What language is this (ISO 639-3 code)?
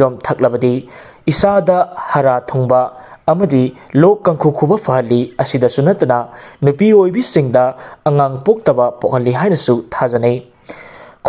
mni